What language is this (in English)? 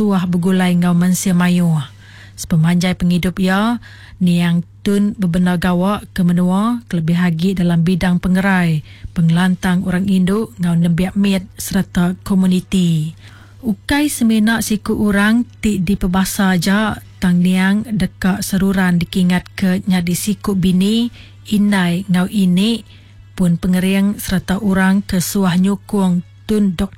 Iban